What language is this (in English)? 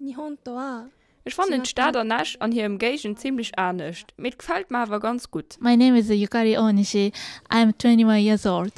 Luxembourgish